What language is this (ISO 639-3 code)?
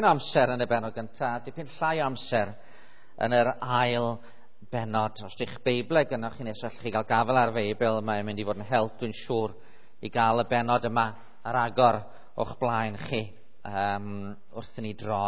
cym